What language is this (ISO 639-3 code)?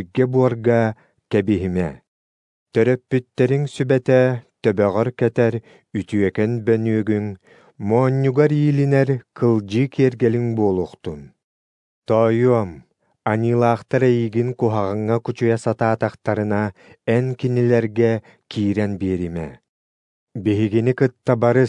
sah